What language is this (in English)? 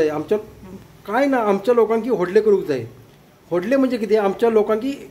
Konkani